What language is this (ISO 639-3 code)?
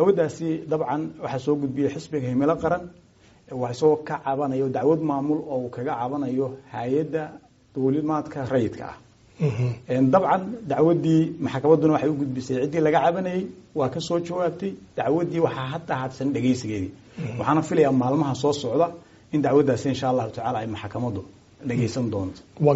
som